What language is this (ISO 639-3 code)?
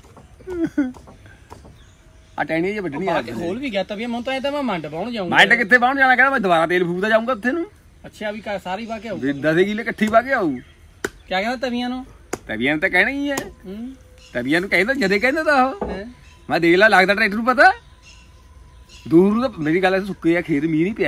pan